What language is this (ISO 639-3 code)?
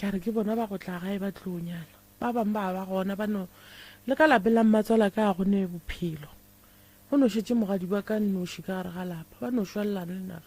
nso